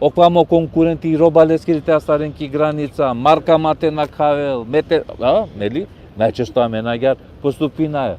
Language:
Balkan Romani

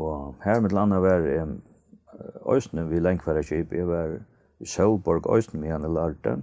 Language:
Faroese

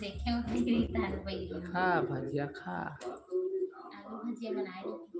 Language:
Chhattisgarhi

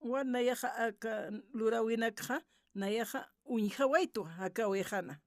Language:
Aymara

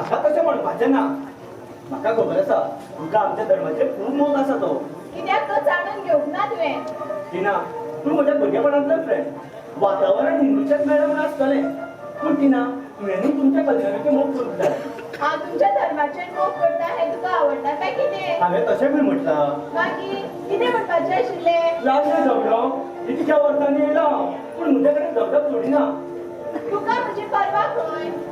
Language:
Konkani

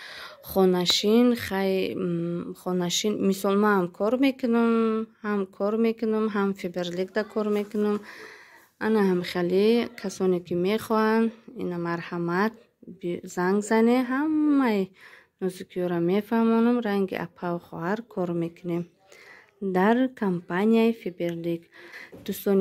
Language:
Tajik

